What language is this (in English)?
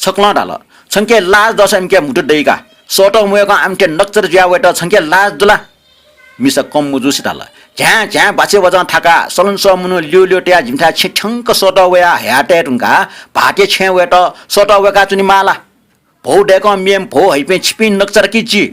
Newari